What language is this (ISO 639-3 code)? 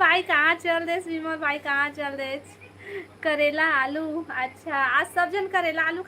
hne